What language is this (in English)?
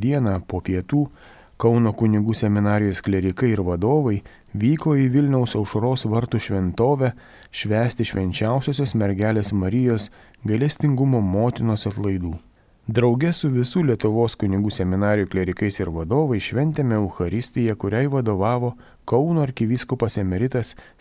Lithuanian